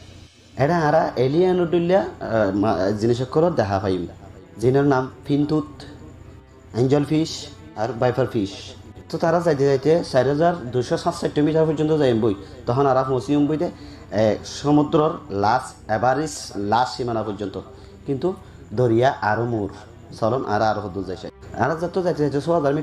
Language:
Rohingya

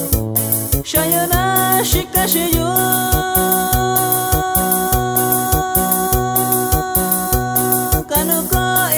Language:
Swahili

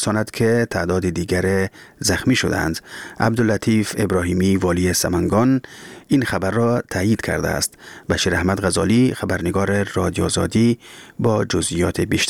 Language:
Persian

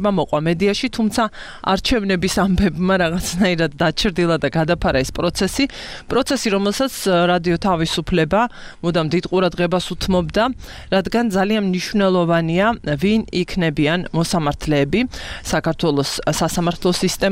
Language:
Georgian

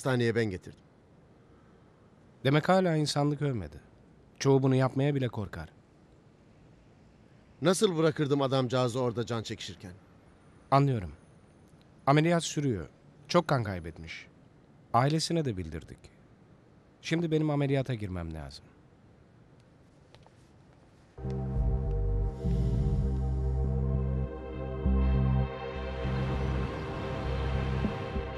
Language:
Turkish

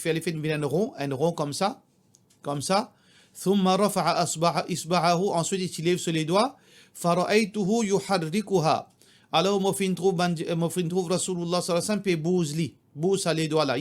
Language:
Morisyen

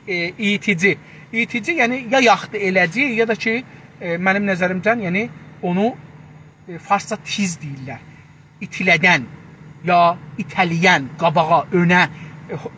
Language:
South Azerbaijani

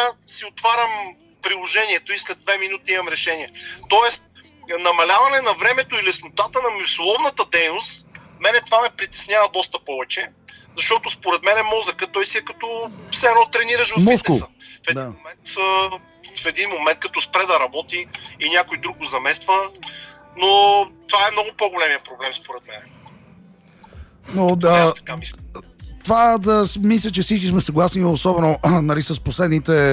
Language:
Bulgarian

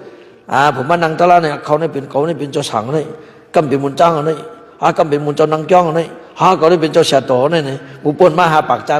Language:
Shan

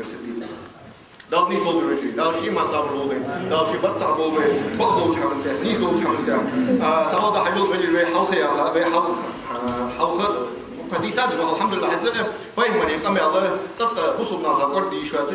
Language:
Ingush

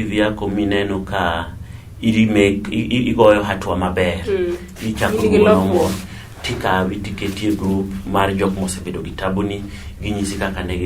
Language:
Luo (Kenya and Tanzania)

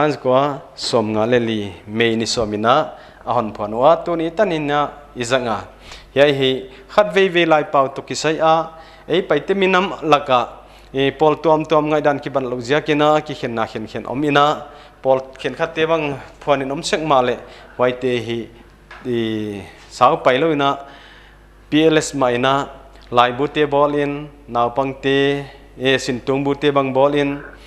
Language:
Paite Chin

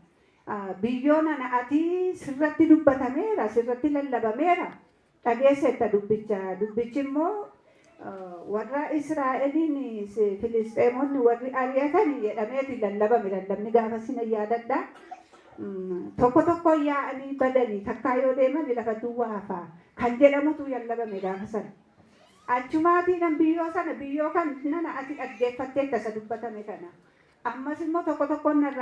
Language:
Oromo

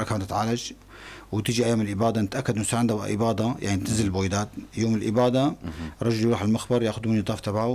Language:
North Levantine Arabic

